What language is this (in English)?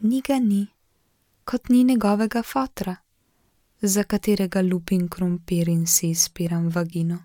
Slovenian